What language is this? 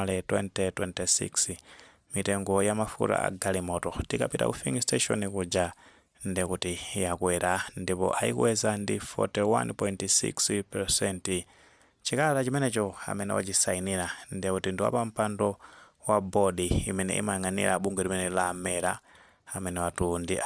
Nyanja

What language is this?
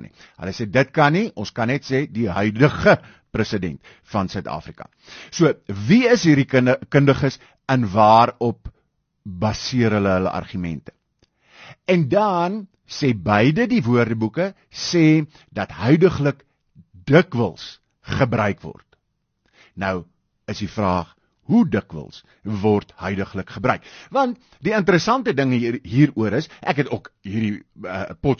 Afrikaans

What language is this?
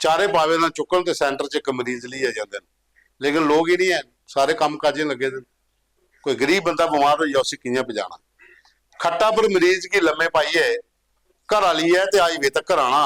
Dogri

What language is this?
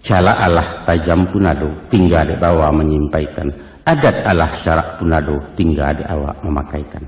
Minangkabau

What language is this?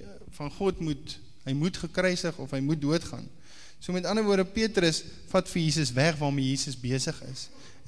Afrikaans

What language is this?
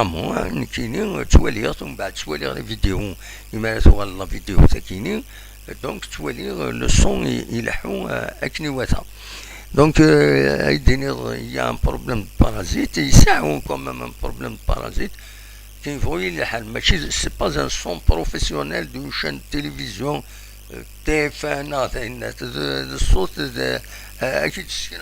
Kabyle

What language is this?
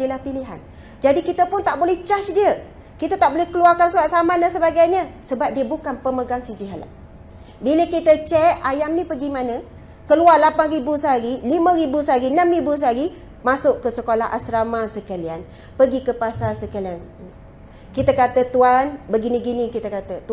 Malay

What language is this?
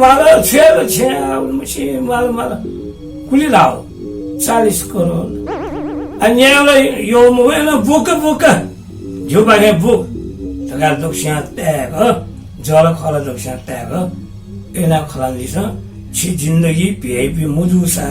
Newari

